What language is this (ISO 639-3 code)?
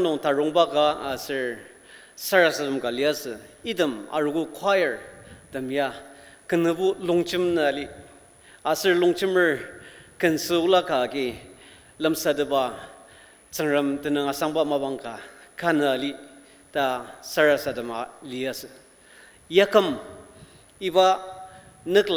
njo